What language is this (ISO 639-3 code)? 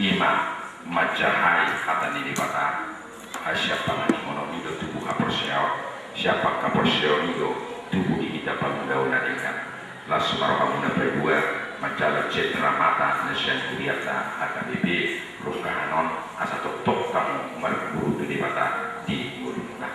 bbc